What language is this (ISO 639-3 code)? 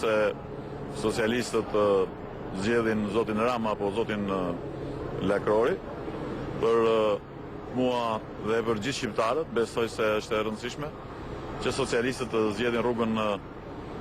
sqi